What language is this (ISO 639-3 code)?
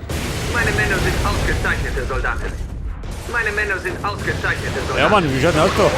bar